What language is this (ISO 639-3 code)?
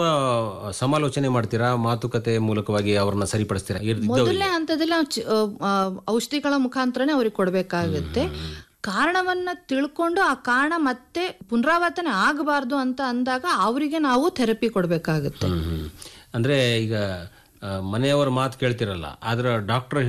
kan